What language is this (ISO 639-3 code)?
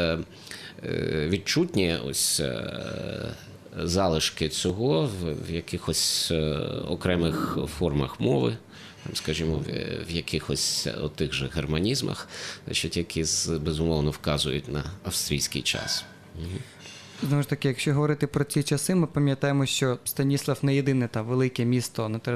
ukr